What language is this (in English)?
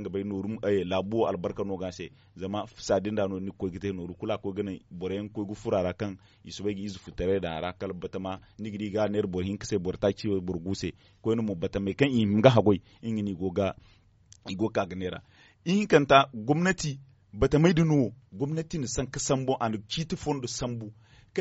Zarma